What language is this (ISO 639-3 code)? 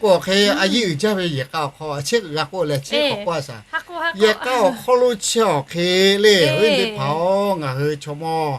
lhu